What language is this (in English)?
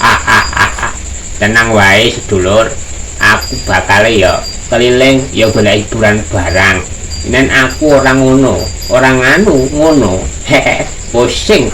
Javanese